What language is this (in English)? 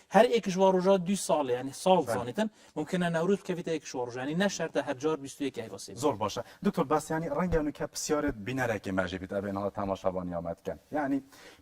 Kurdish